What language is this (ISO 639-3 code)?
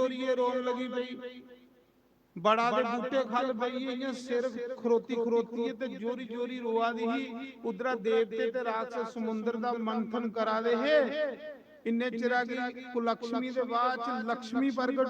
doi